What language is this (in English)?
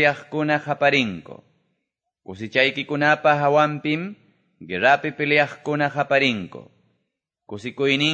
Quechua